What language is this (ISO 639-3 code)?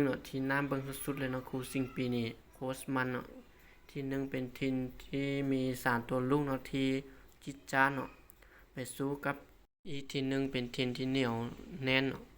lao